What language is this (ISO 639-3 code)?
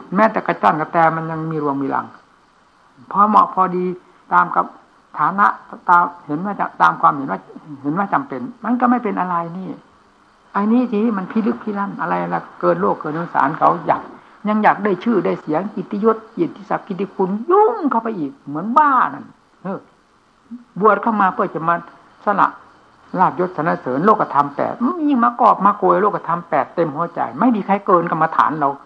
tha